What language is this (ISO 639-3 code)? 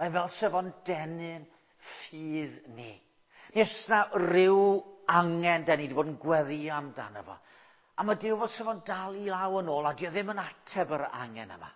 cym